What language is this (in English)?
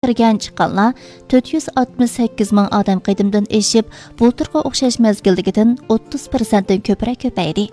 Uyghur